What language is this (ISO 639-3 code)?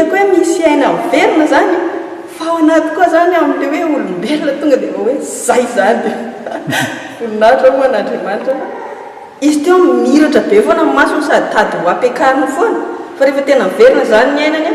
mlg